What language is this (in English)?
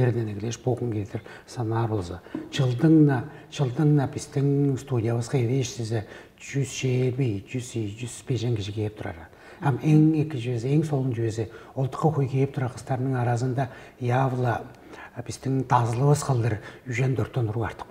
Tuvinian